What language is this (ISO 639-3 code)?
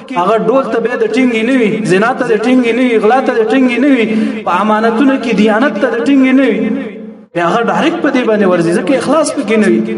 pus